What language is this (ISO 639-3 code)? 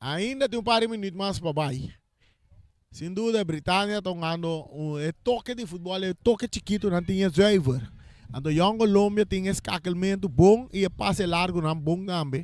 pap